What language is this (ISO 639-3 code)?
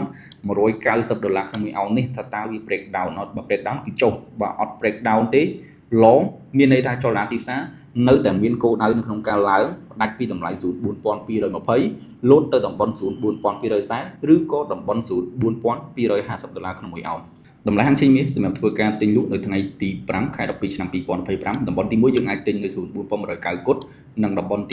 khm